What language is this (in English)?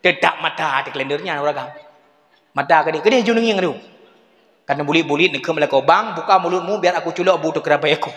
Achinese